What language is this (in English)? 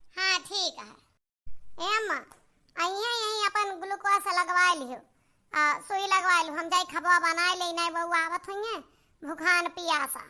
Awadhi